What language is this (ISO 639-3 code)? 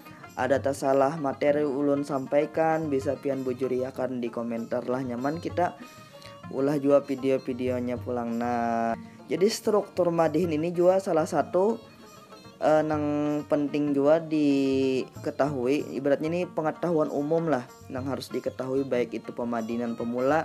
bjn